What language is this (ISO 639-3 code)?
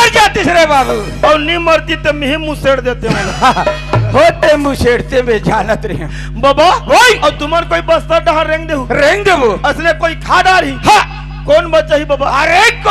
hne